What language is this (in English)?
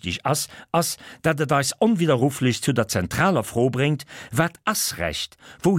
Luxembourgish